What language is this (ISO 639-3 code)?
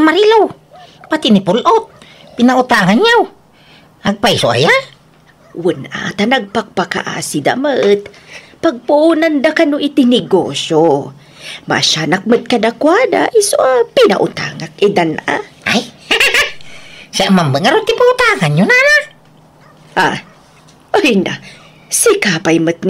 ilo